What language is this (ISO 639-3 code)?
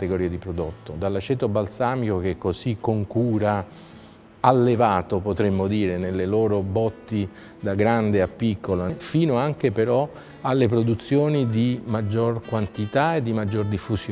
ita